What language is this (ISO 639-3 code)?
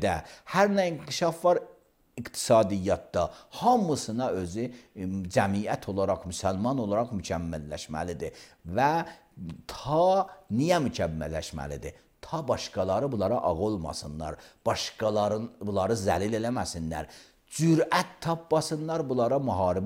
aze